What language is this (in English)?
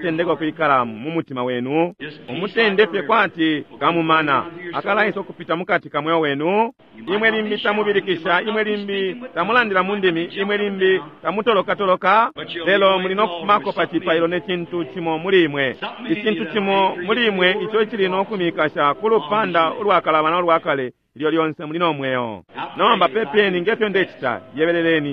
Bemba